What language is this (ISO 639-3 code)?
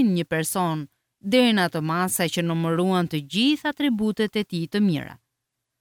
sqi